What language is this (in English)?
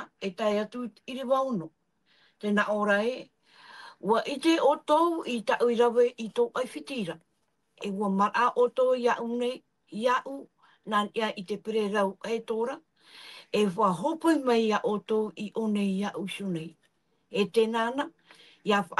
Tahitian